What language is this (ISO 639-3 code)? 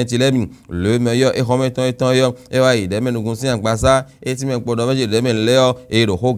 fon